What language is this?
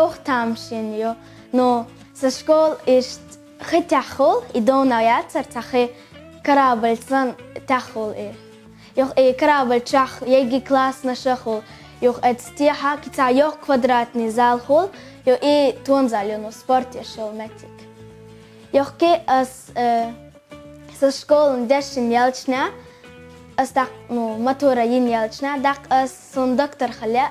Chechen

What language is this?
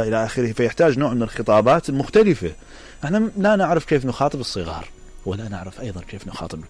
Mesopotamian Arabic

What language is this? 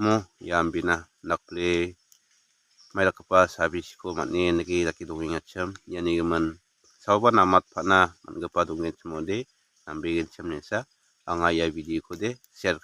Garo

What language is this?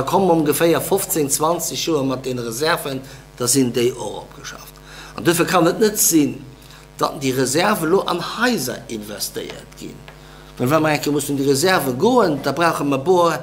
Luxembourgish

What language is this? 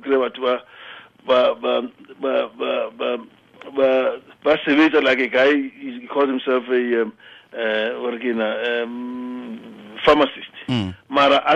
Tswana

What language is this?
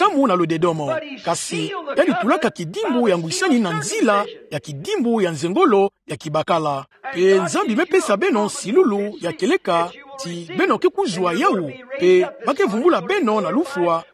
Kituba (Democratic Republic of Congo)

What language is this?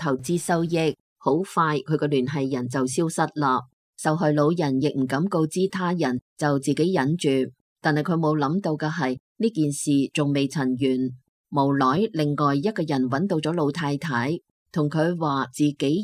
Cantonese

